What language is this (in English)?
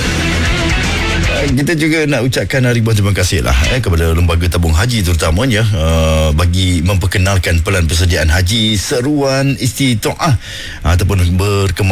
Malay